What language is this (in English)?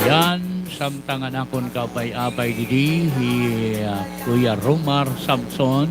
Waray